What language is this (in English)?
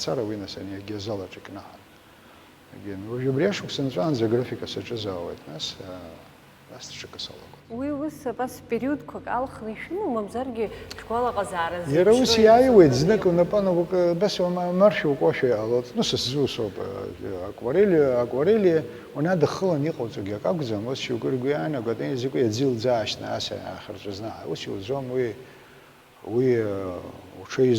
Abkhazian